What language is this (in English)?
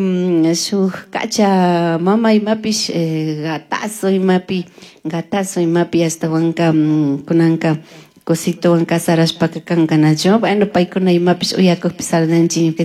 Chimborazo Highland Quichua